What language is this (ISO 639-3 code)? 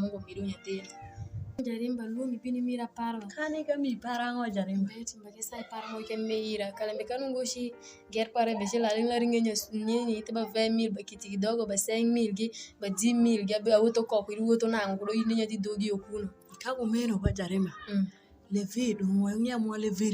alz